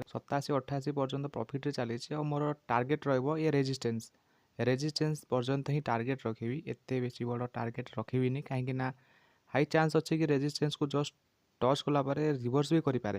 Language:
Odia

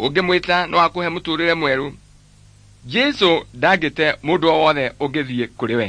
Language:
Kikuyu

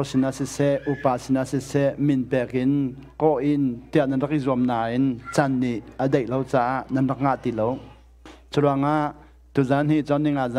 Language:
Hakha Chin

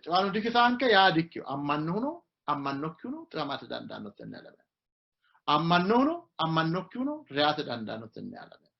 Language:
Sidamo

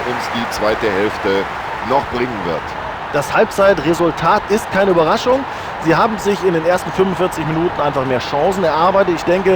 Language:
Bavarian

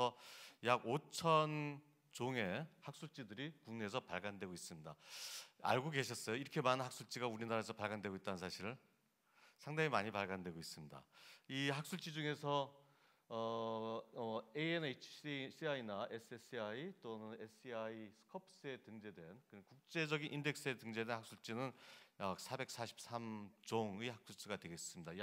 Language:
Korean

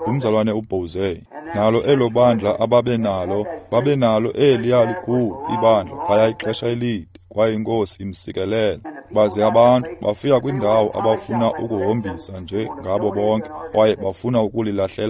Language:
Xhosa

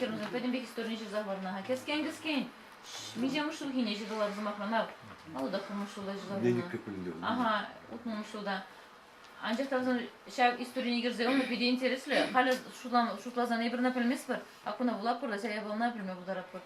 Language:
Chuvash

